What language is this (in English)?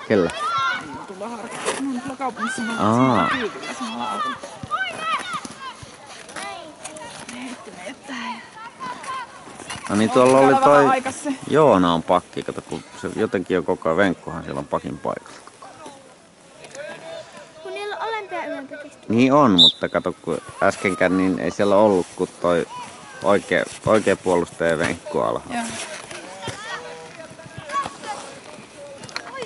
Finnish